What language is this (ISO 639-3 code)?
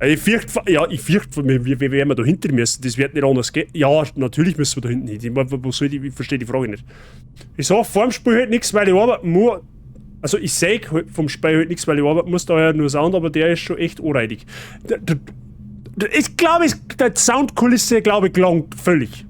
bar